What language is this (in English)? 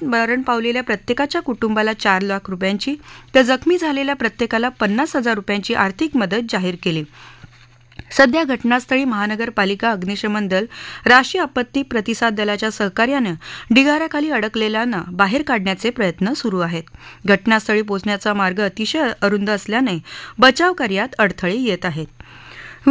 Marathi